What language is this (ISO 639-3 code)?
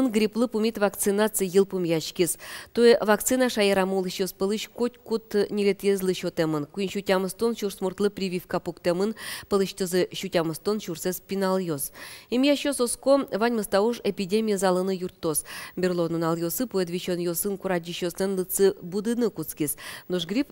udm